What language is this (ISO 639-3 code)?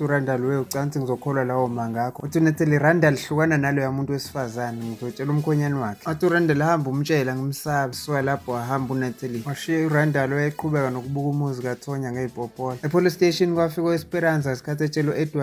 zul